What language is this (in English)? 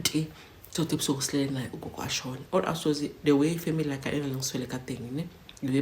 Zulu